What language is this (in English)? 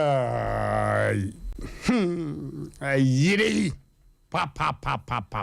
Akan